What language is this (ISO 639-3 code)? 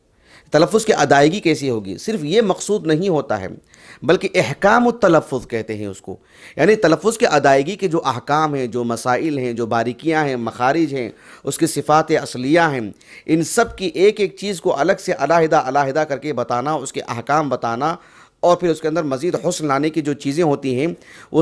urd